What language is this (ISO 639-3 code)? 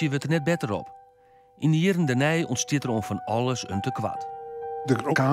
fry